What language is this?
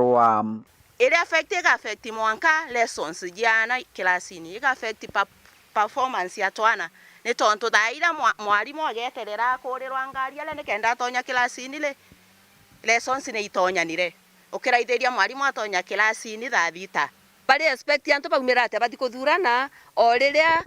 Meru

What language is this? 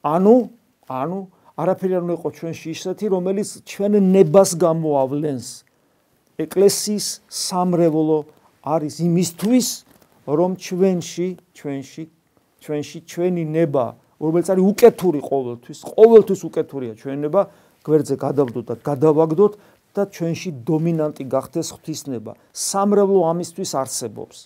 Georgian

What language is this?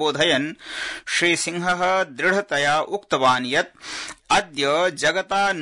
Sanskrit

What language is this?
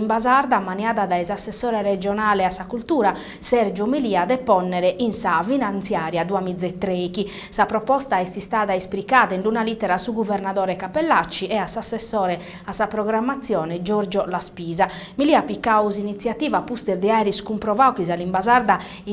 Sardinian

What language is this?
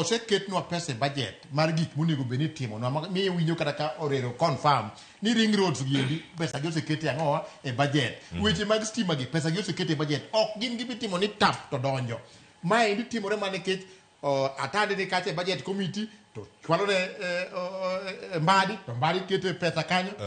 Luo (Kenya and Tanzania)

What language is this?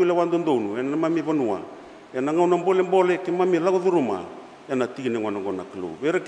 Fijian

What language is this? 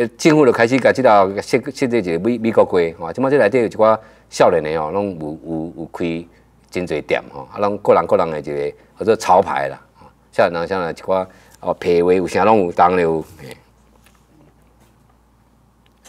Min Nan Chinese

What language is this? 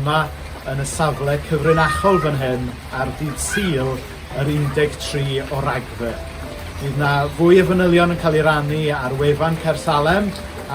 Welsh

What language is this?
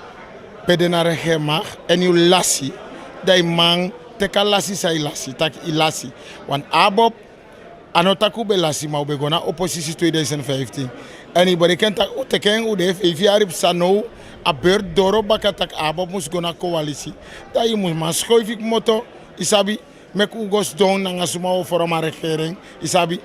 Sranan Tongo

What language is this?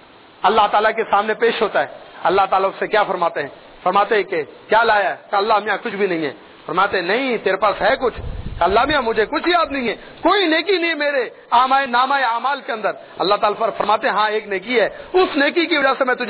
Urdu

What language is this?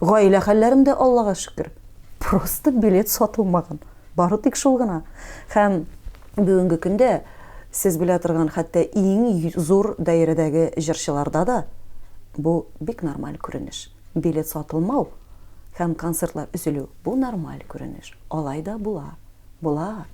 Tatar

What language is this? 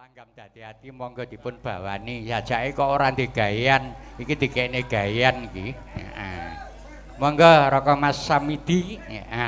Javanese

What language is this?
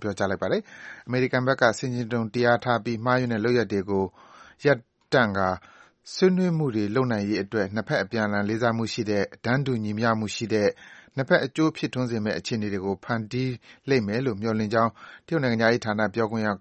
Burmese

